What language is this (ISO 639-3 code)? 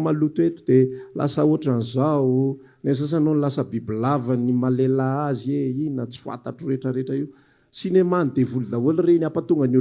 mlg